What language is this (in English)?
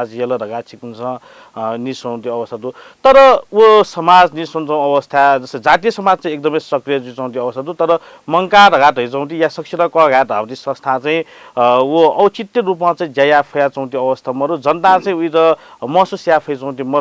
Newari